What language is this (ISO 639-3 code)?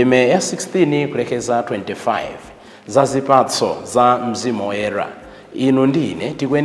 nya